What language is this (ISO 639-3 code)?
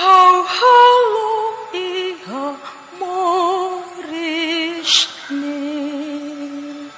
tet